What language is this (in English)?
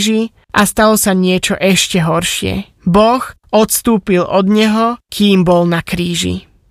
Slovak